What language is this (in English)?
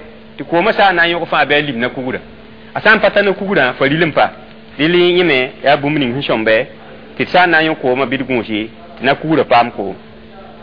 Mossi